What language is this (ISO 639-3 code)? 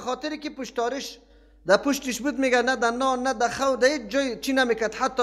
fas